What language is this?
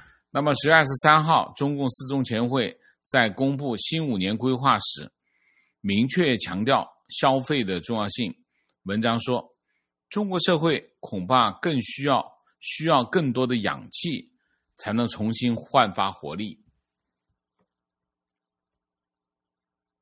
Chinese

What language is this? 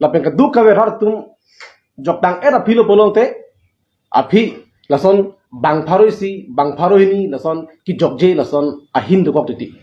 Karbi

